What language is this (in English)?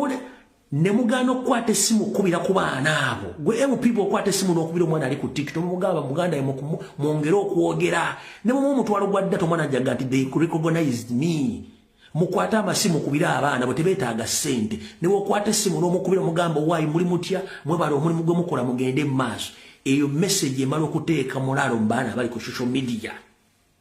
Ganda